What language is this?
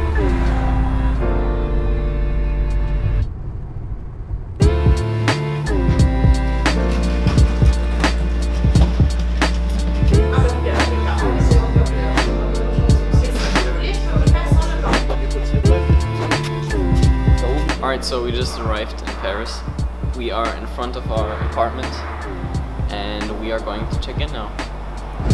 English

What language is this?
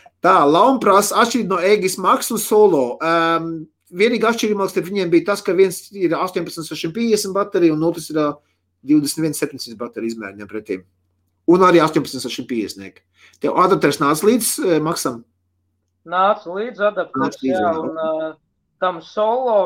Latvian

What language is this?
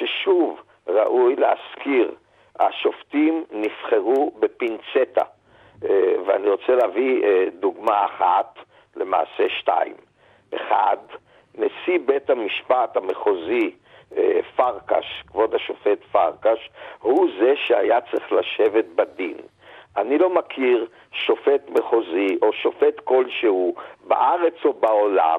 Hebrew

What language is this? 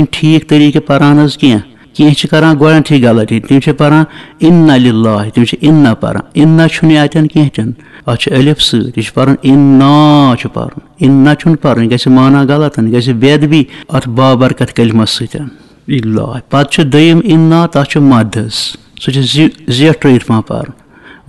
Kashmiri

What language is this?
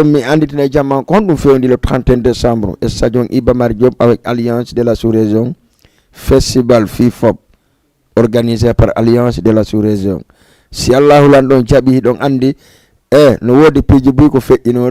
Fula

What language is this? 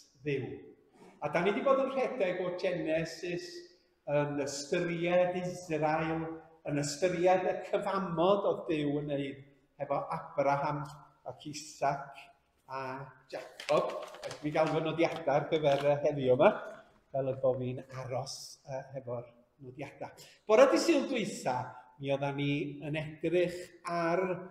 Welsh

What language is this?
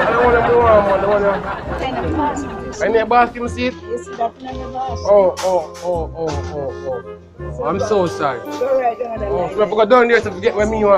Jamaican Creole English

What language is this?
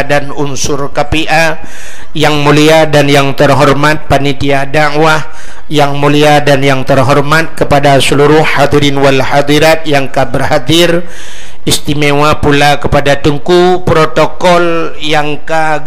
Achinese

